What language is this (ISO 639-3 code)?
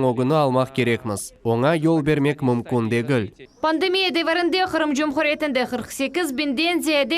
crh